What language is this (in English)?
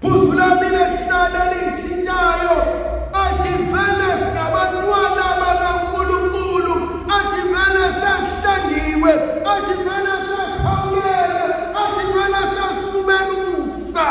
Zulu